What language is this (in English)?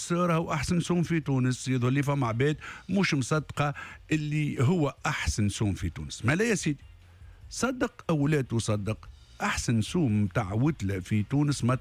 Tunisian Arabic